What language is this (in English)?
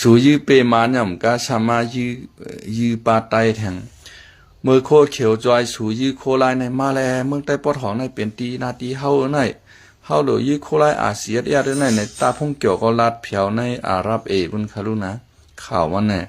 Shan